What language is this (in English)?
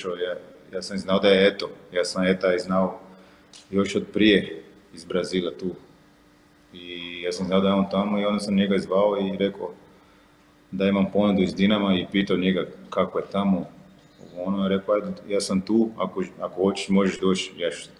Croatian